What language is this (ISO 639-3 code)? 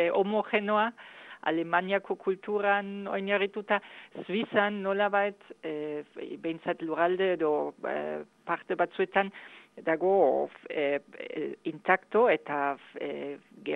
eus